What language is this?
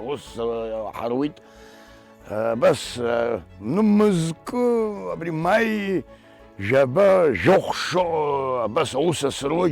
Abkhazian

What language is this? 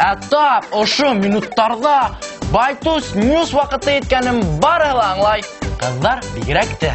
Bashkir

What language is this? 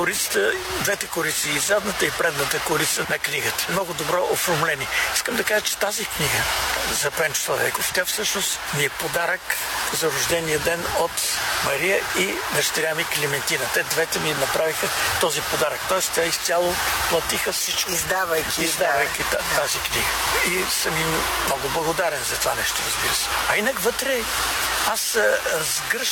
Bulgarian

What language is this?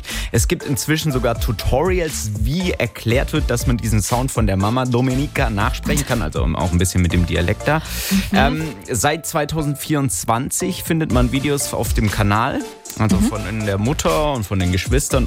German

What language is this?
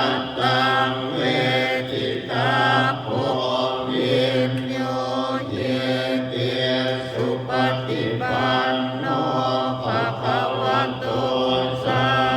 Pali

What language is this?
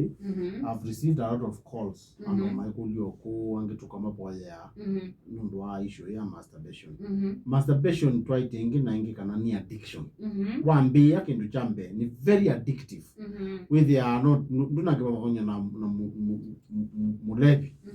Kamba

